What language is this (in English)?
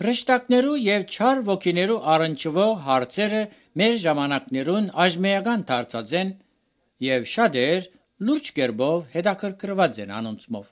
Armenian